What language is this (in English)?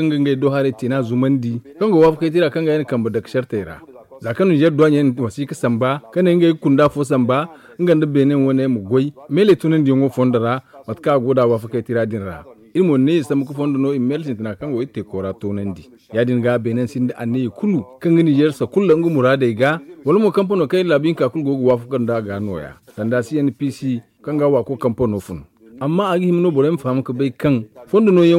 Zarma